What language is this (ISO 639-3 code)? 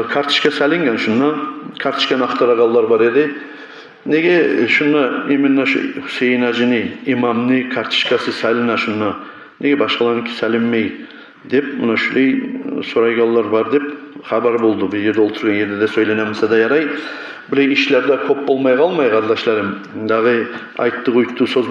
kum